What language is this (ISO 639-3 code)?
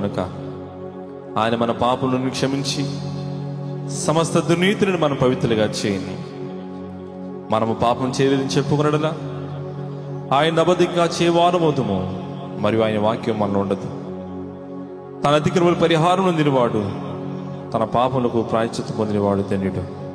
tel